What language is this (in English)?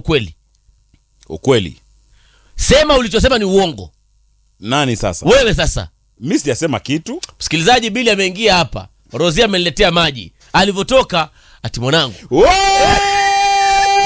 Swahili